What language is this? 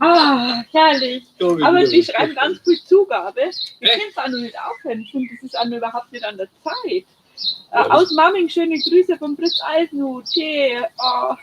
Bavarian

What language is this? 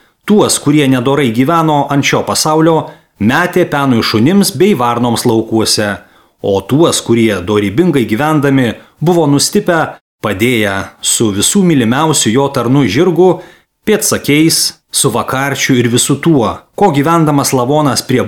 Lithuanian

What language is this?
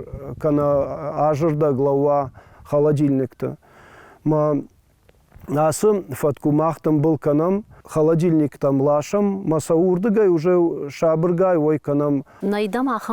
Ossetic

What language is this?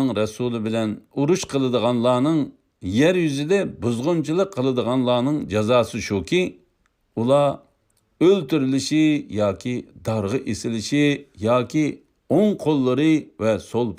Uyghur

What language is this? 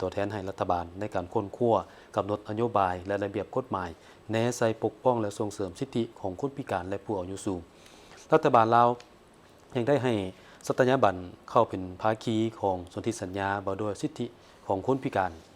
Lao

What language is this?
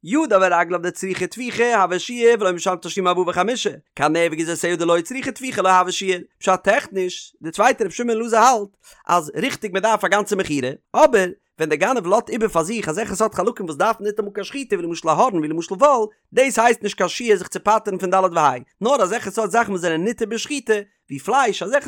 Yiddish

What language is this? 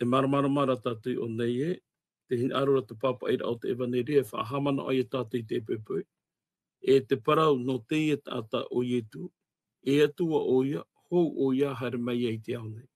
Tahitian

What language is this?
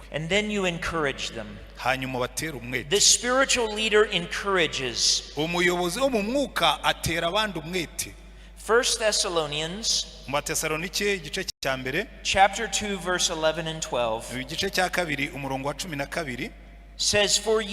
Kinyarwanda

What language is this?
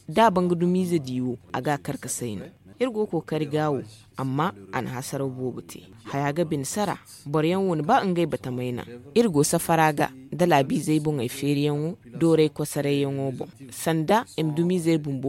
Zarma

